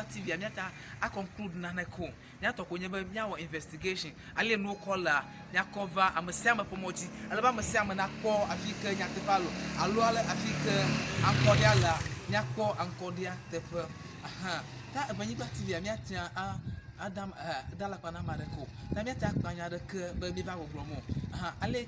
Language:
Ewe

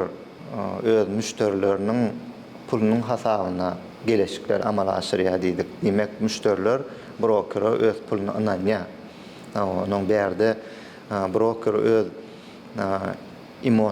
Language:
Turkmen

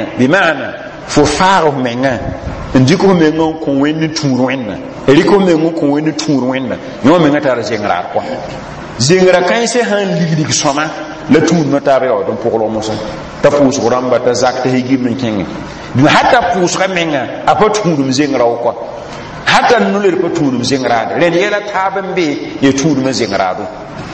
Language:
Mossi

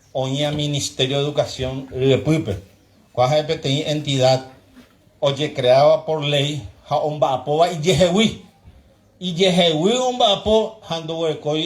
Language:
Guarani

